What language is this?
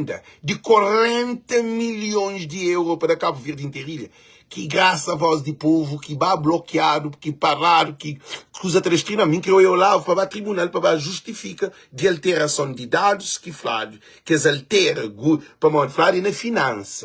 Kabuverdianu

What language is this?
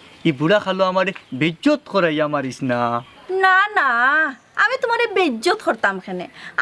Sylheti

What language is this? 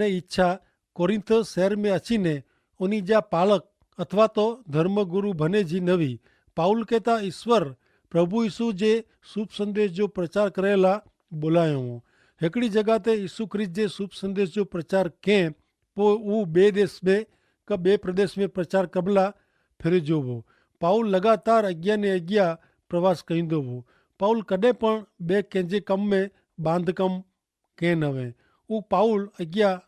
Kachhi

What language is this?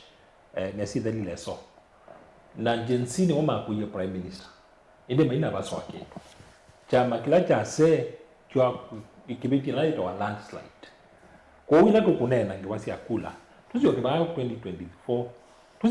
Kamba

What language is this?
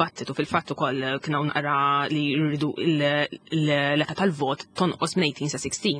Maltese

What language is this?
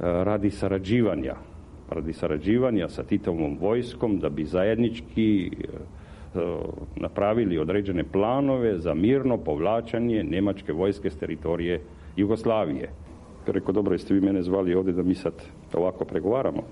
Serbian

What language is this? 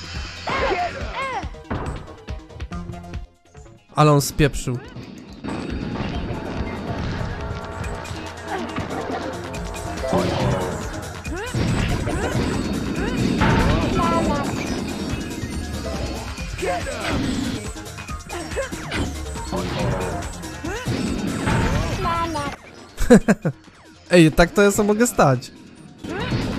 Polish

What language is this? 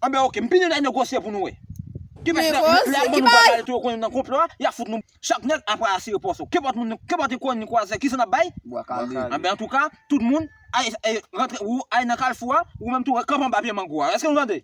Haitian Creole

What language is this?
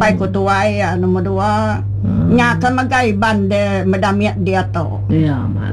Iban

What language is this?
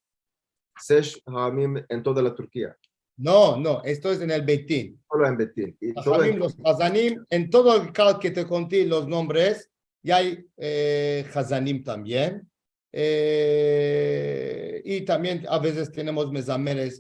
Ladino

